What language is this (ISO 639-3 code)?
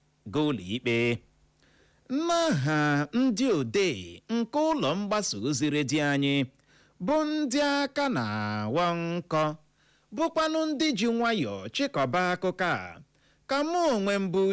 ibo